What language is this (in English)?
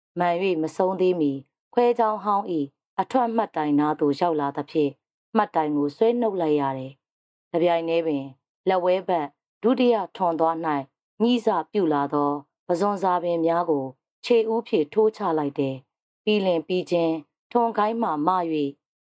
Burmese